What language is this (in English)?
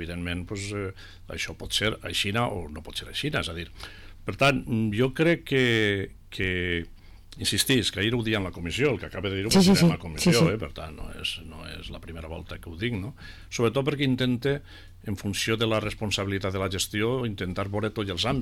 Catalan